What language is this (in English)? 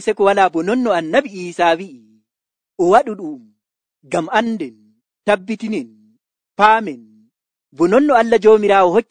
Nigerian Fulfulde